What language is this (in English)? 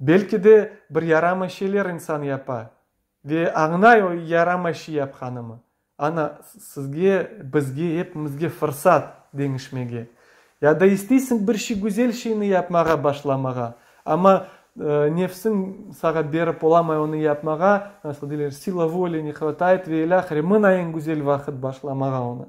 Crimean Tatar